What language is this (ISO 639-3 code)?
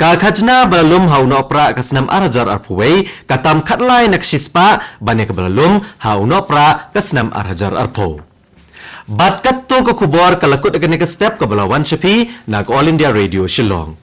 kha